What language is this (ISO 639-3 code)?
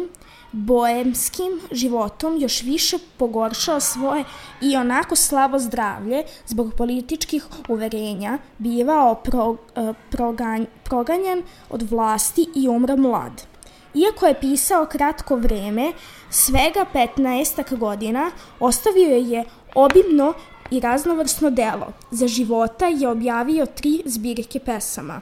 srp